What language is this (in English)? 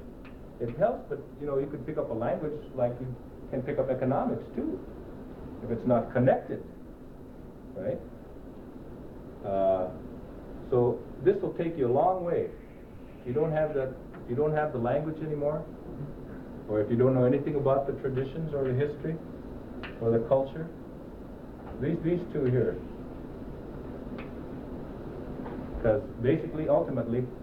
English